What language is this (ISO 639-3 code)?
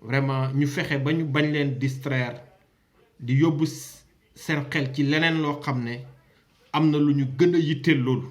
wol